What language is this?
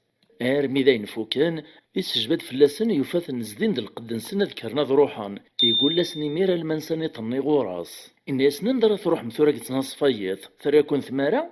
Kabyle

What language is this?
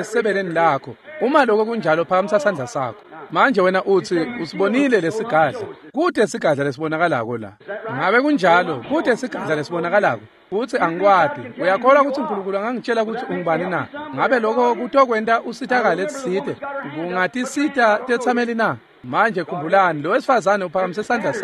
Swati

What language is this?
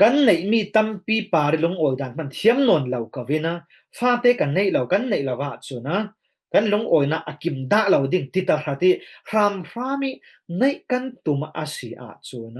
Falam Chin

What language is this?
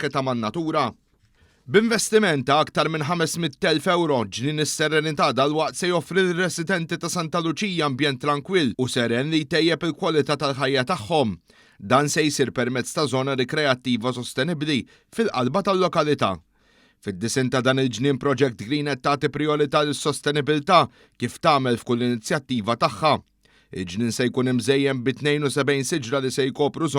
Maltese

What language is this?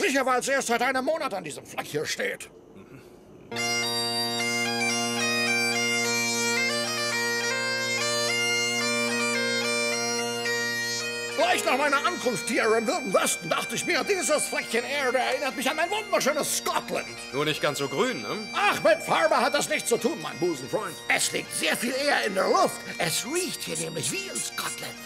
German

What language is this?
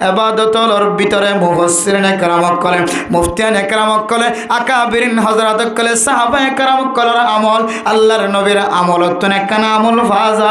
Rohingya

